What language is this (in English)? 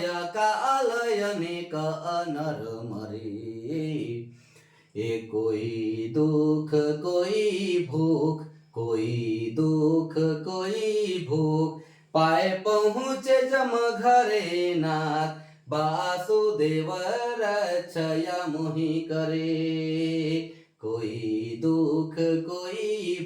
Sadri